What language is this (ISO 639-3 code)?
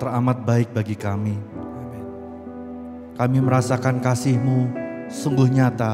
ind